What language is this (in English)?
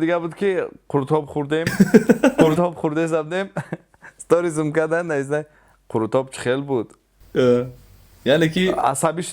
Tajik